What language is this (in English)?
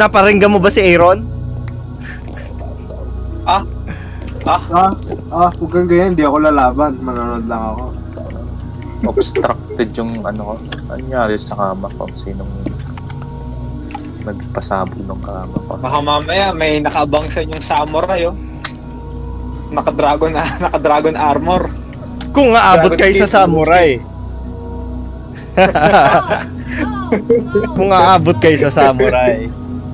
Filipino